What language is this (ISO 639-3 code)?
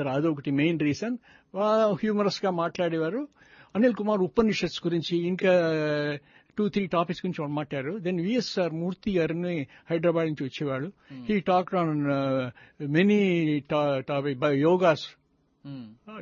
tel